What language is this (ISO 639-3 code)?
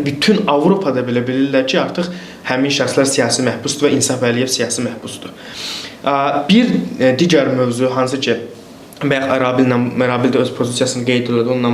aze